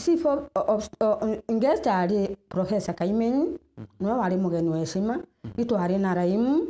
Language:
Meru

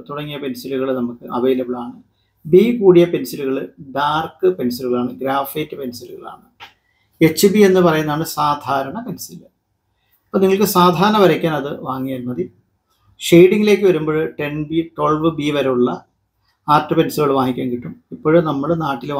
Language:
Malayalam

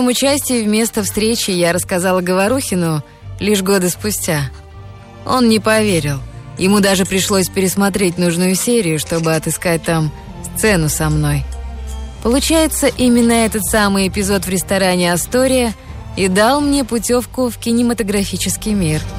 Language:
Russian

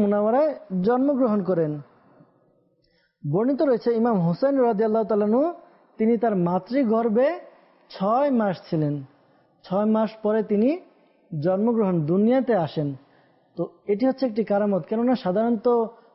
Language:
Bangla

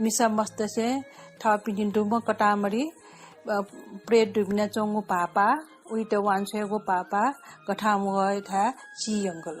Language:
Newari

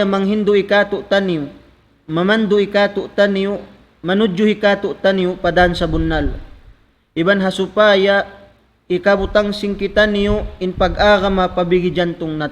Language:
Tausug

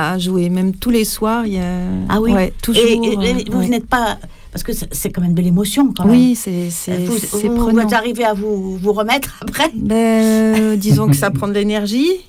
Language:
French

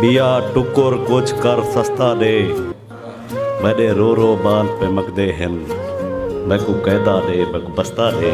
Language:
Saraiki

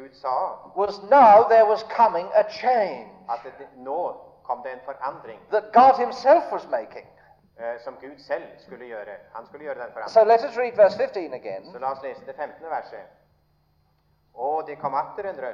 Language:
Norwegian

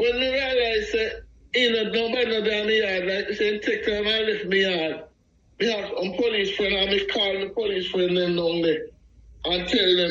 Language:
Jamaican Creole English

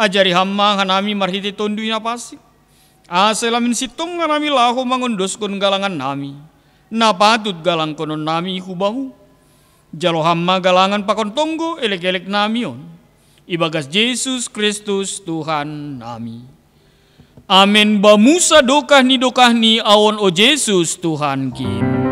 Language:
Batak Simalungun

